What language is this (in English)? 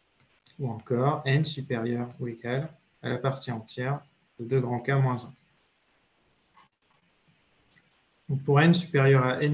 French